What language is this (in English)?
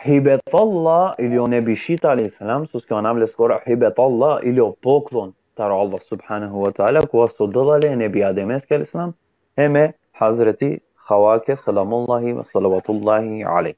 Balkan Romani